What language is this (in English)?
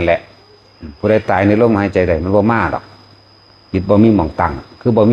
Northeastern Thai